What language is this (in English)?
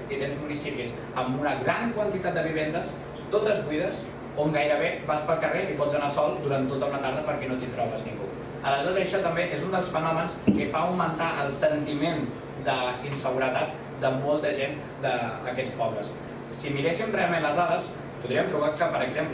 Catalan